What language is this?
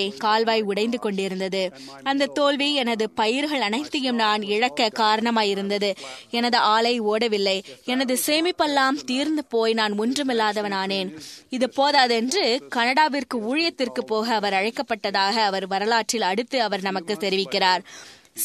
Tamil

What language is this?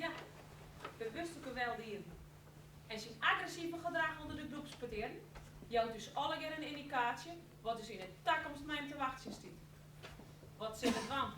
Western Frisian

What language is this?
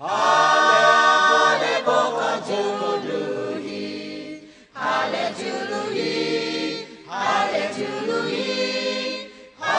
Lahu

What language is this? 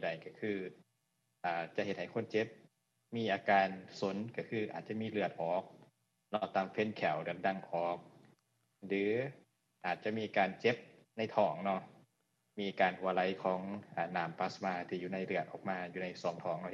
Lao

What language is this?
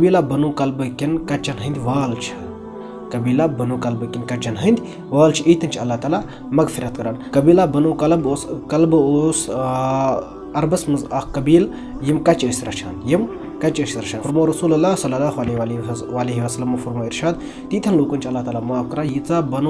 Kashmiri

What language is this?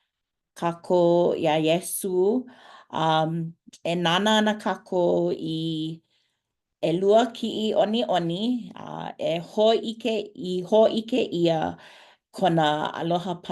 Hawaiian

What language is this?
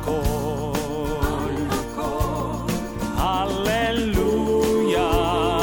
Estonian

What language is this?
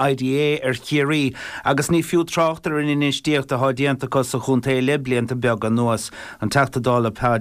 Irish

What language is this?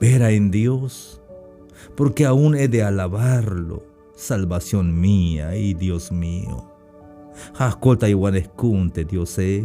Tzeltal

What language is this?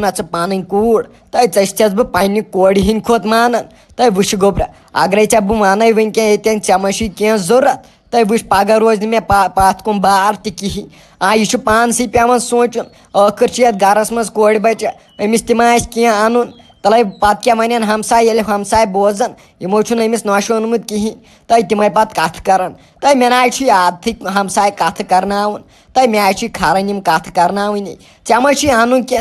Kashmiri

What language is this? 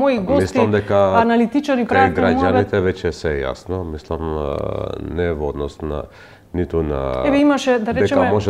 Macedonian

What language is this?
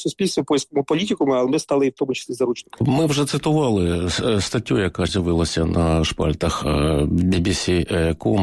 Ukrainian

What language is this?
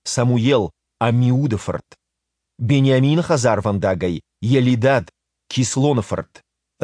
Ossetic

